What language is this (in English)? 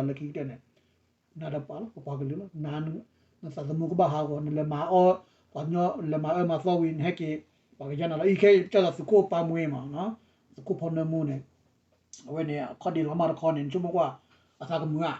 S'gaw Karen